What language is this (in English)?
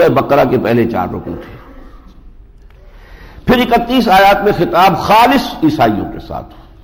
Urdu